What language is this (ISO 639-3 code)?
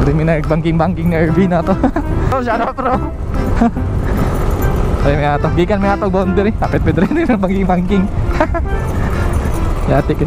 ceb